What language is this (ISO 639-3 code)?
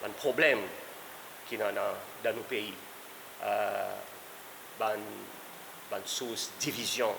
crs